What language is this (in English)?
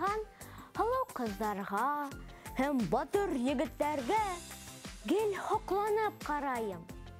Bashkir